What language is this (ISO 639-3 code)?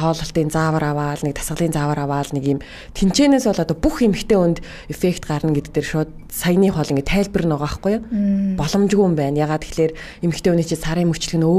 mon